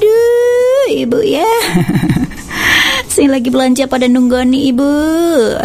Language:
Indonesian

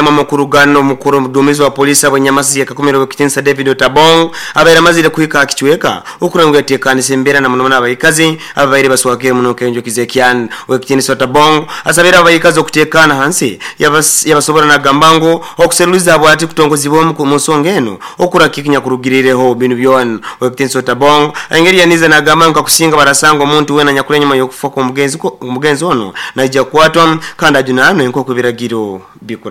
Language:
Nyoro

